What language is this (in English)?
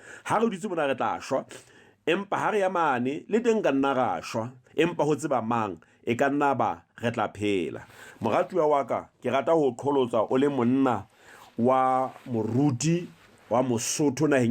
Southern Sotho